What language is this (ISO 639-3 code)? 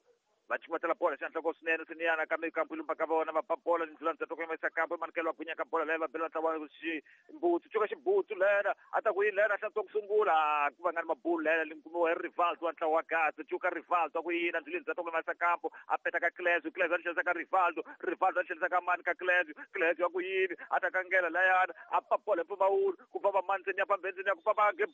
tso